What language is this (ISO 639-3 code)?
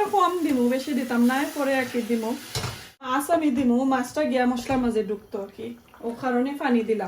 syl